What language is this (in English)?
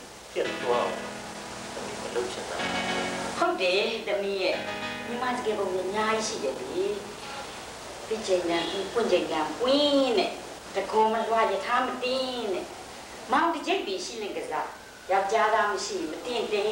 Burmese